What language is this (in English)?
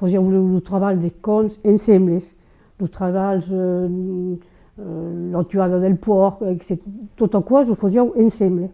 Occitan